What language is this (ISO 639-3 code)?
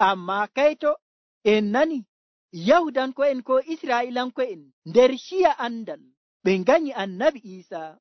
fuv